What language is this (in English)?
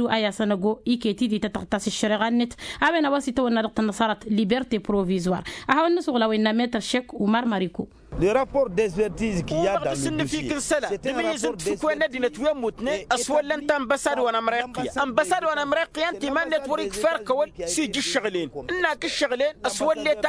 Tamasheq